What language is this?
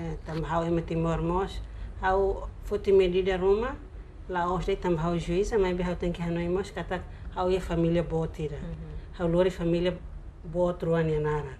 Tetum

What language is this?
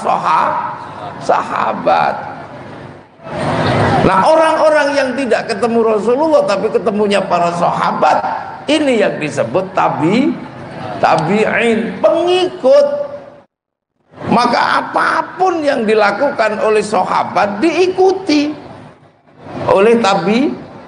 Indonesian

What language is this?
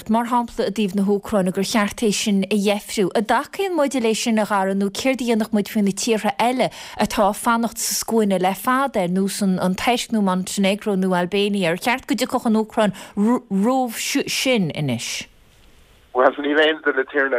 Irish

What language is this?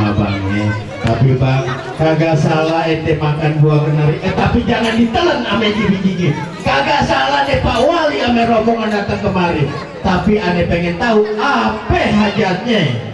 Betawi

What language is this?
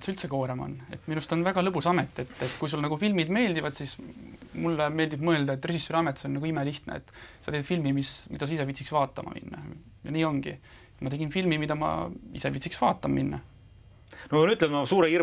Estonian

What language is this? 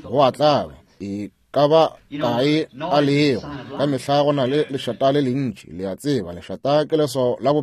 Northern Sotho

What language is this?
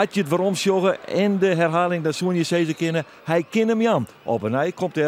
Western Frisian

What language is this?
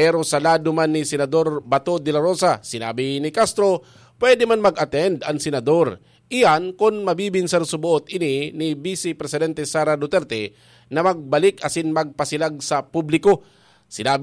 Bikol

